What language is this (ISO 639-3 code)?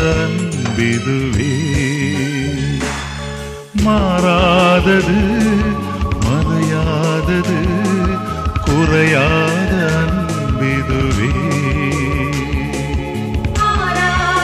tam